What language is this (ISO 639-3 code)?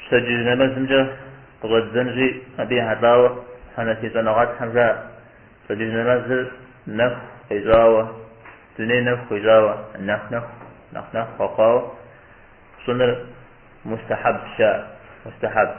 kbd